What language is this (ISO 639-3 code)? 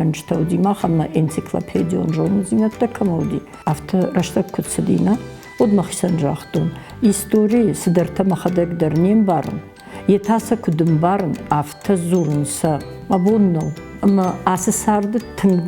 oss